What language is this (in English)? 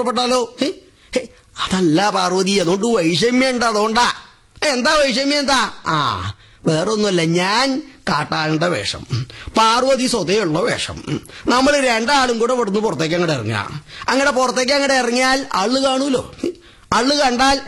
Malayalam